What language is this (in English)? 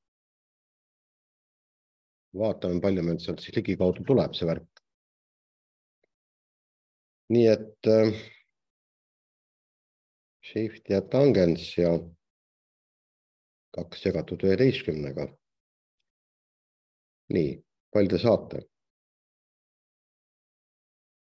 Estonian